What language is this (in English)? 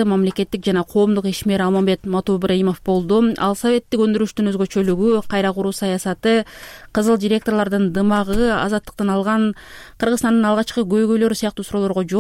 Kyrgyz